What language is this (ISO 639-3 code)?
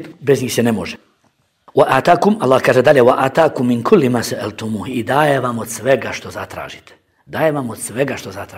bos